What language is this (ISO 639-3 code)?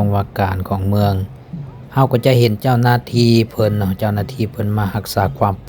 lao